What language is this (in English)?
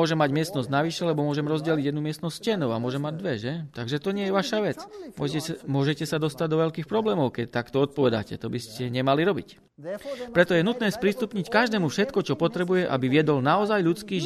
Slovak